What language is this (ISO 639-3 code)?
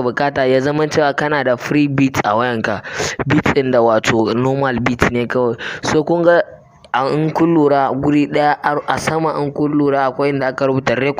hau